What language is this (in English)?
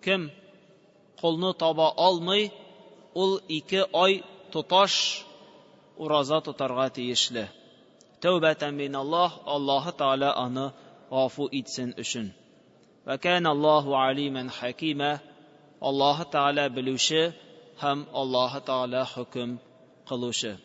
Tatar